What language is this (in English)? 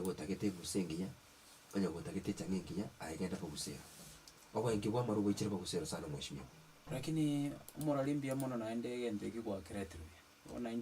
Gusii